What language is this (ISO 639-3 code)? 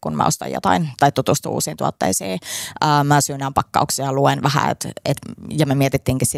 fin